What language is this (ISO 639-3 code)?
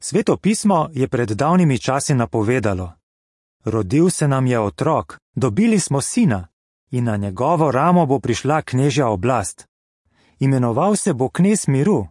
slv